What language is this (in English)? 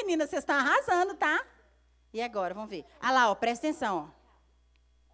Portuguese